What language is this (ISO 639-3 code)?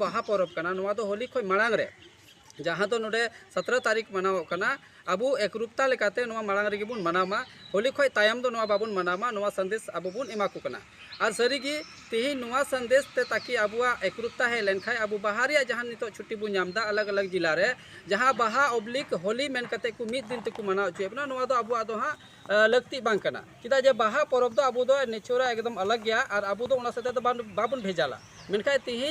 sat